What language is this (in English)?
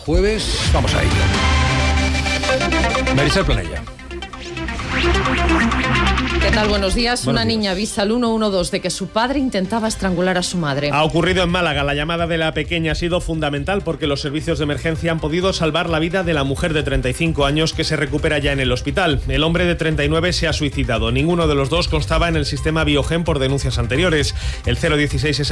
Spanish